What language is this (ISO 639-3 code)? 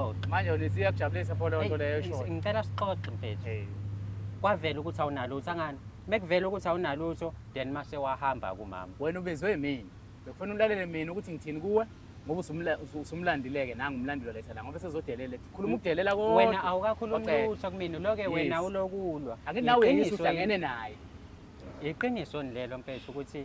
zul